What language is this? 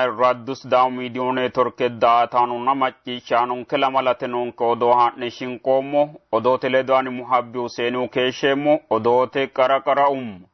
Sidamo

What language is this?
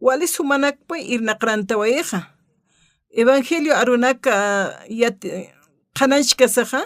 Aymara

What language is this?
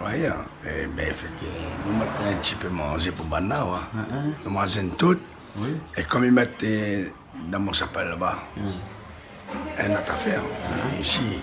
Réunion Creole French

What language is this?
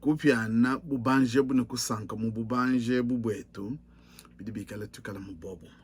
Luba-Lulua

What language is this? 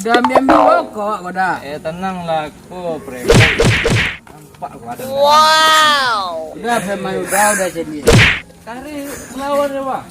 Minangkabau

